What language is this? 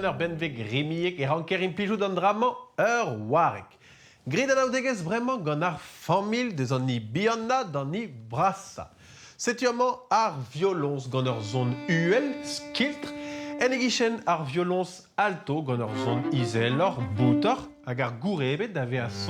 Breton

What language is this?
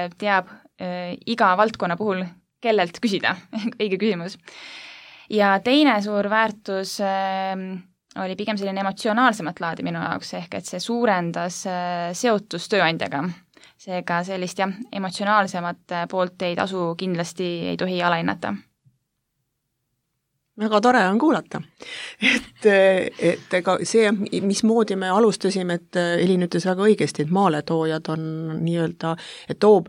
Estonian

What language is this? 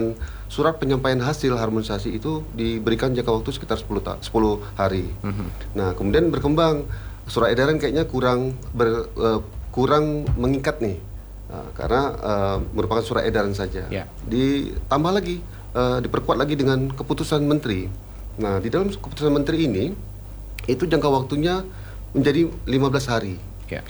Indonesian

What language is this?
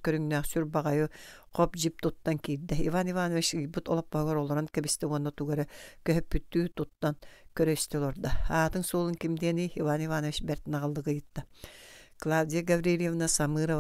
Yakut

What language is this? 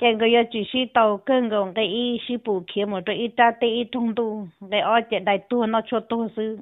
Hmong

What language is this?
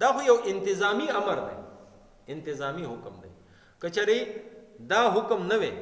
Pashto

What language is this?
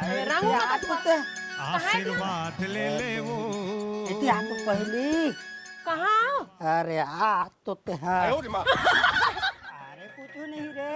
Chhattisgarhi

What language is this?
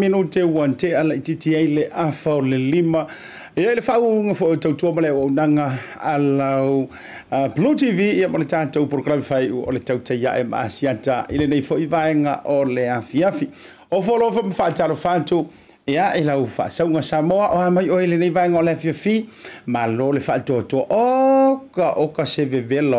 Samoan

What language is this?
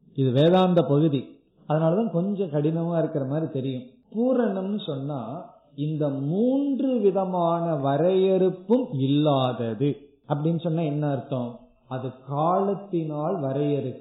Tamil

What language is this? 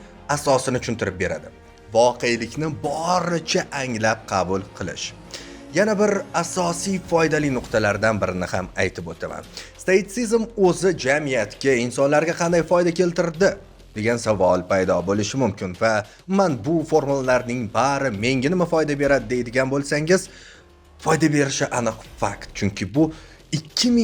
Uzbek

